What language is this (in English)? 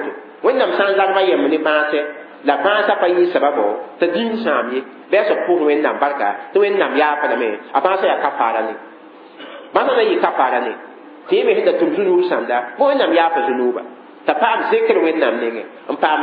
Mossi